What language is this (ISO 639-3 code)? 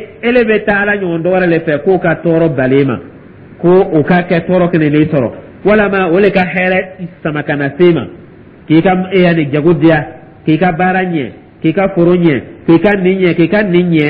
dyu